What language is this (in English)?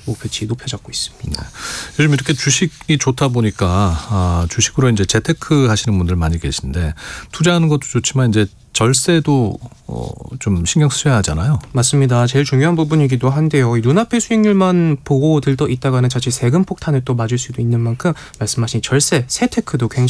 Korean